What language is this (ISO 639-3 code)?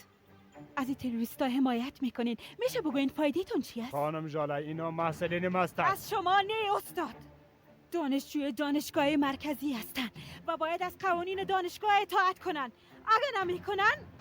fas